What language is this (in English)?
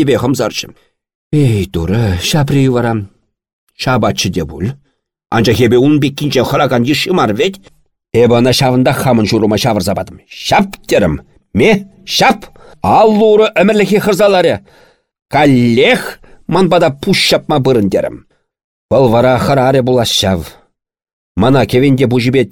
Chuvash